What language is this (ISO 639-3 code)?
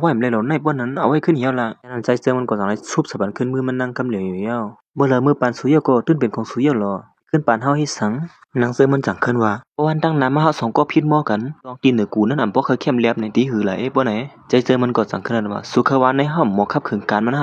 shn